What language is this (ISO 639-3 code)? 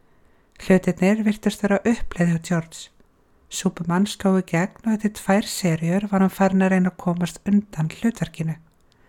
isl